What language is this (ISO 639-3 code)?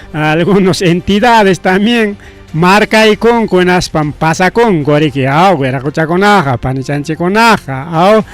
quy